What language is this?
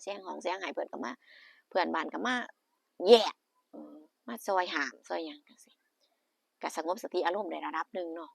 Northeastern Thai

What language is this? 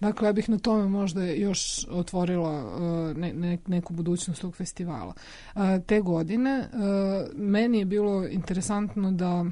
Serbian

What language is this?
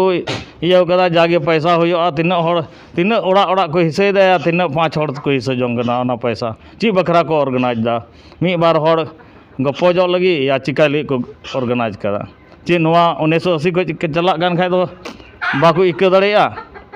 Santali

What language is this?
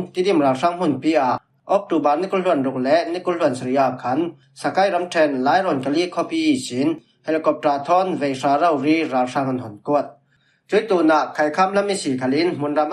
Falam Chin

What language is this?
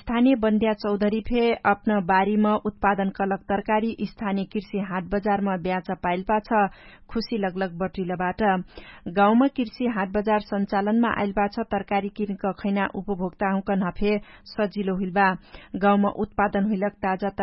Dangaura Tharu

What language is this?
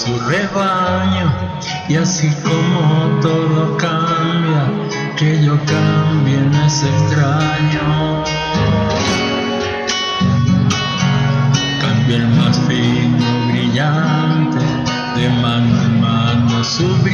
Spanish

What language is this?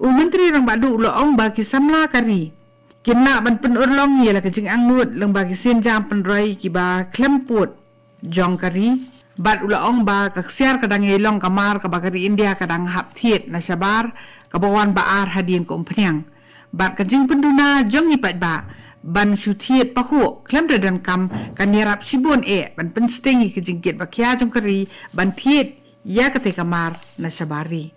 Khasi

